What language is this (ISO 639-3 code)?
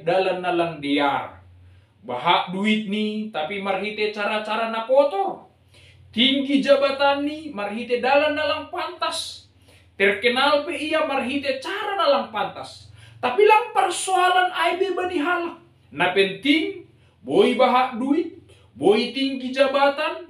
bts